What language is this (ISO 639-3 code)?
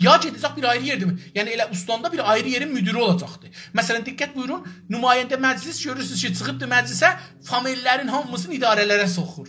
azb